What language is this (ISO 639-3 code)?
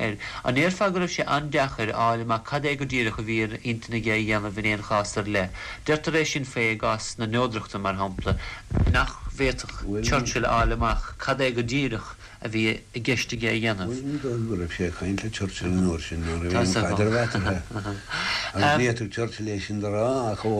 gle